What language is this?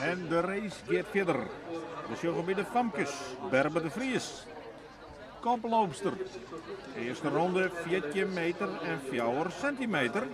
Western Frisian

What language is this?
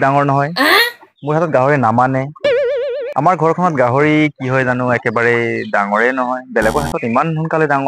Assamese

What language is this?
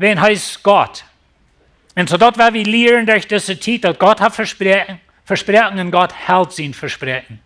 Plautdietsch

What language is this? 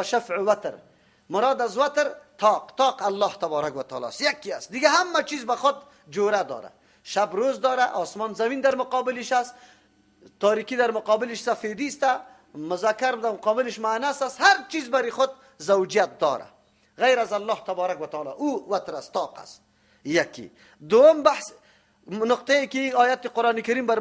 Persian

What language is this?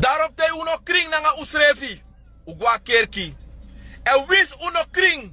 Sranan Tongo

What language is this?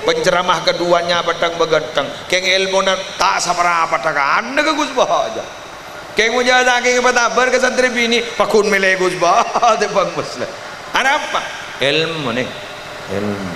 Madurese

